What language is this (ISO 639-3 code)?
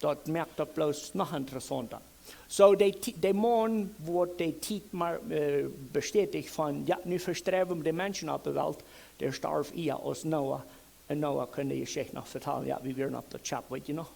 pdt